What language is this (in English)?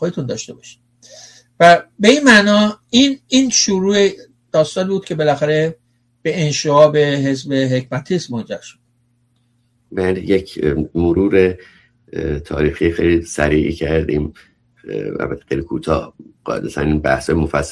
Persian